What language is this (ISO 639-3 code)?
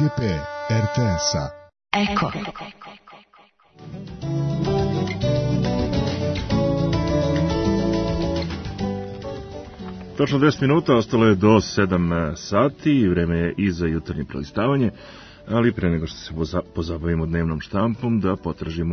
srp